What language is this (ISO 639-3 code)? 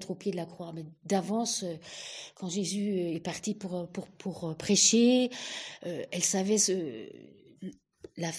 fra